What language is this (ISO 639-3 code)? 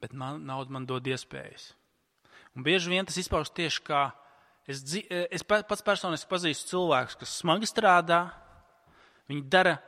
lav